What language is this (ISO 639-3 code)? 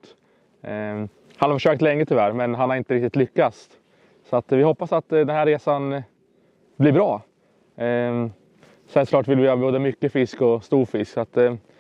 swe